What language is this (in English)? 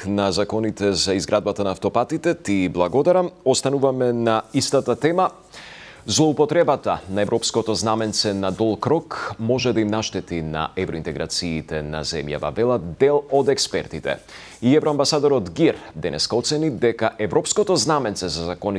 Macedonian